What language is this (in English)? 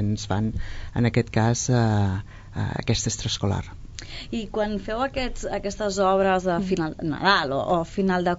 Catalan